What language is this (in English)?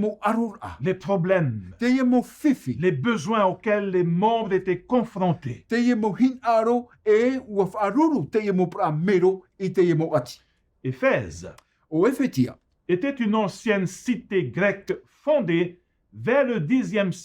Tahitian